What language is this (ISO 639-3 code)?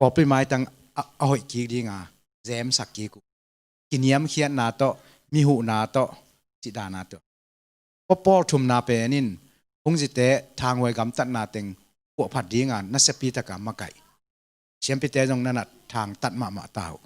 ctd